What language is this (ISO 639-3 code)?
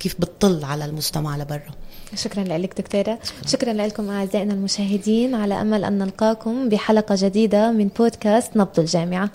apc